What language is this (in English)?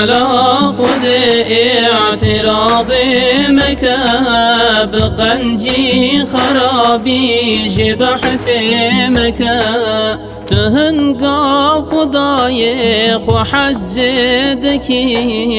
Kurdish